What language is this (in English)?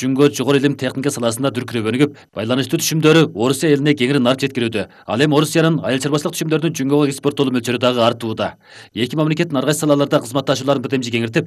Kyrgyz